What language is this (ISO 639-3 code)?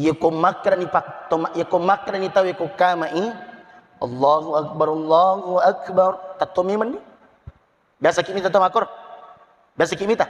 bug